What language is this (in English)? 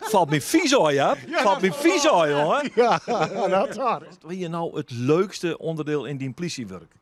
Western Frisian